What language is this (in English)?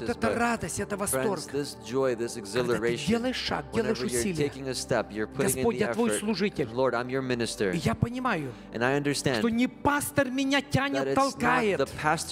Russian